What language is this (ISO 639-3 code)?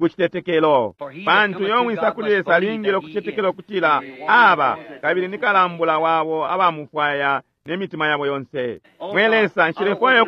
bem